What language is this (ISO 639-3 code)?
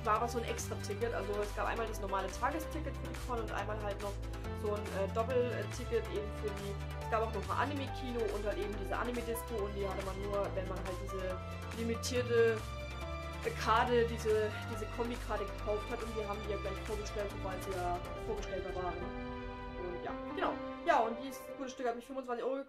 deu